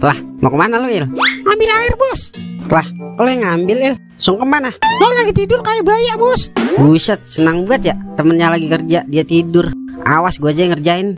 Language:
Betawi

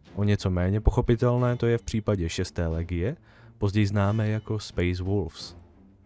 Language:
Czech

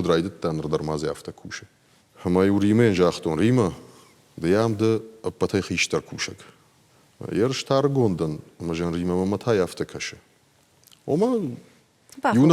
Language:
Ossetic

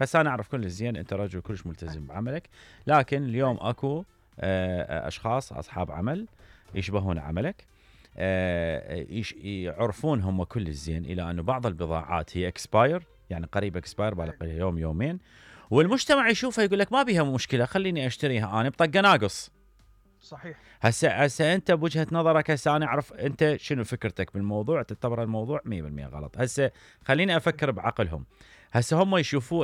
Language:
Mesopotamian Arabic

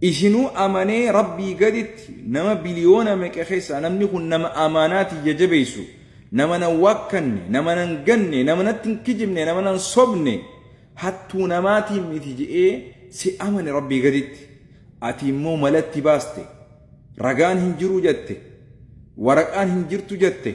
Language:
Oromo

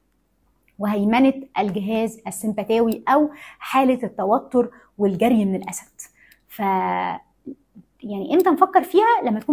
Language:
Egyptian Arabic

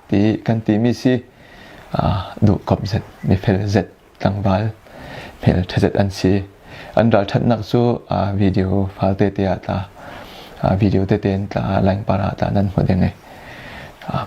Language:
Falam Chin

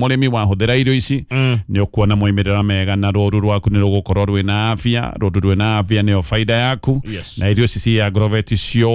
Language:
Kikuyu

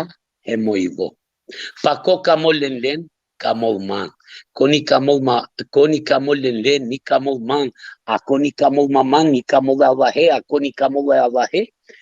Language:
Balkan Romani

